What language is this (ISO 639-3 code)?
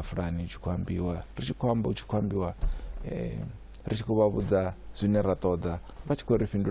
ven